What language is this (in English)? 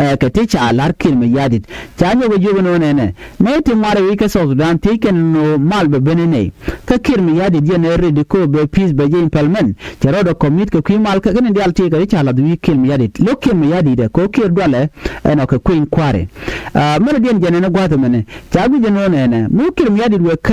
Nuer